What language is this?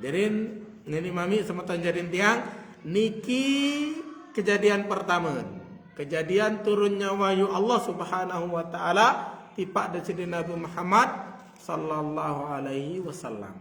Sasak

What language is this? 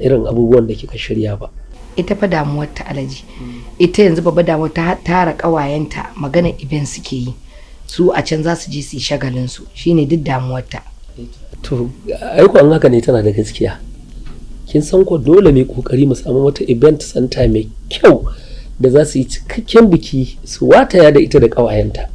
Hausa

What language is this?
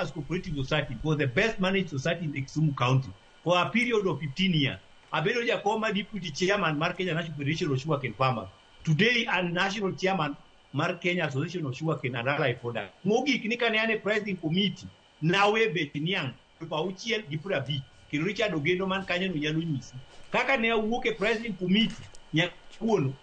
Luo (Kenya and Tanzania)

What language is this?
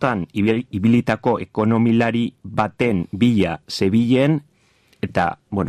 Basque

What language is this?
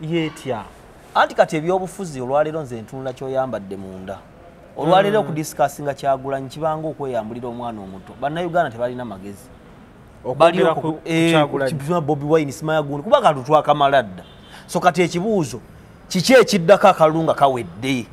Ganda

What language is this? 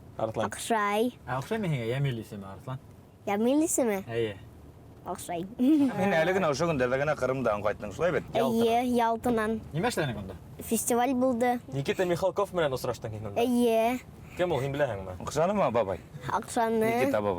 Bashkir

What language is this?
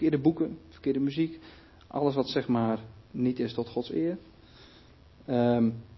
Dutch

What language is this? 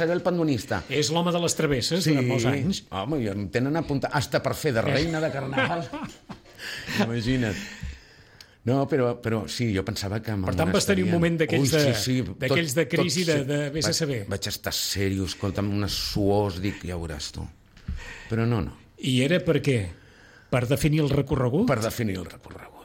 Catalan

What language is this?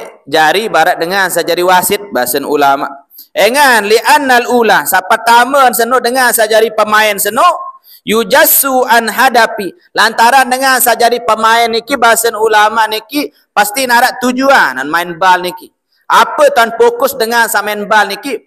Sasak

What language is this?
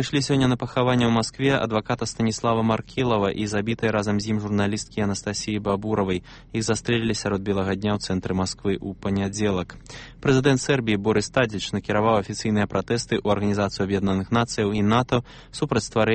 Belarusian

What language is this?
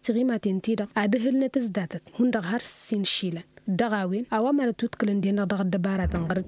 Tamasheq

